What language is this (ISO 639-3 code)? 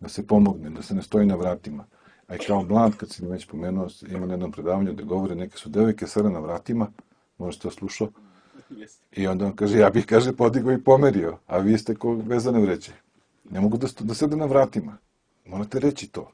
srp